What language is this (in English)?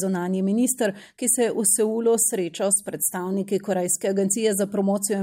Slovenian